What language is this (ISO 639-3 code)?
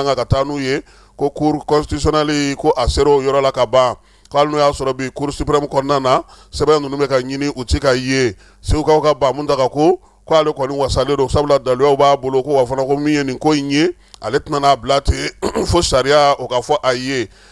bam